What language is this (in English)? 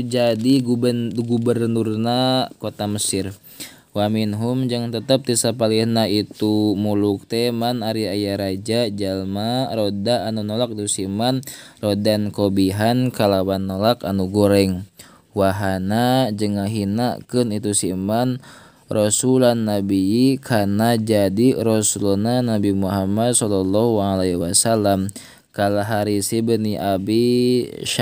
Sundanese